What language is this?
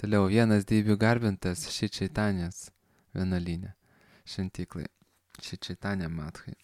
Lithuanian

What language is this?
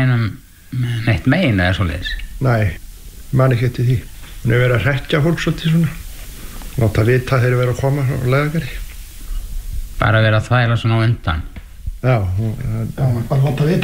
Icelandic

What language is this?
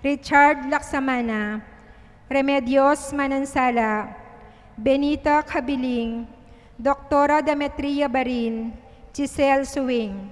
Pampanga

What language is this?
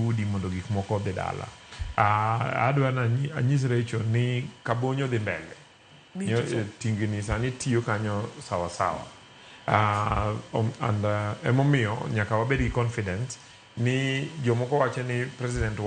Luo (Kenya and Tanzania)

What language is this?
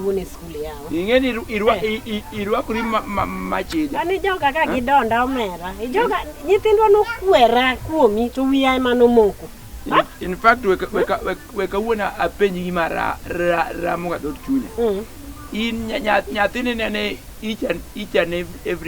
Luo (Kenya and Tanzania)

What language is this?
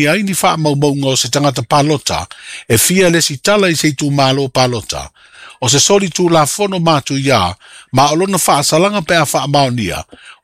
Samoan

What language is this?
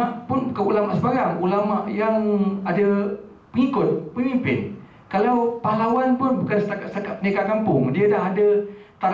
Malay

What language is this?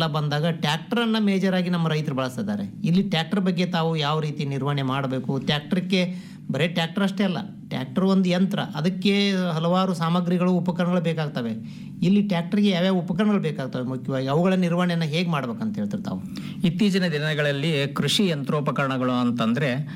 Kannada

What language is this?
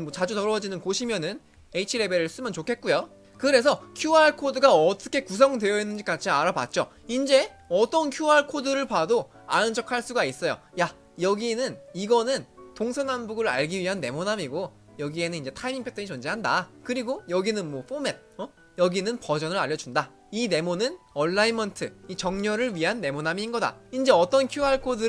Korean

